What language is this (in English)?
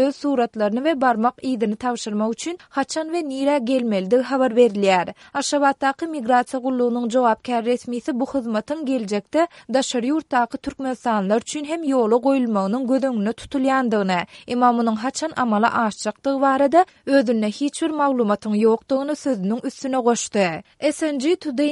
Turkmen